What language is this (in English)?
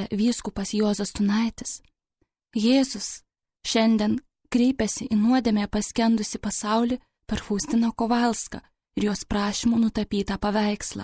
Lithuanian